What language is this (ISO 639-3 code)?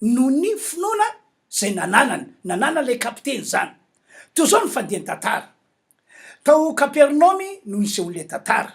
mlg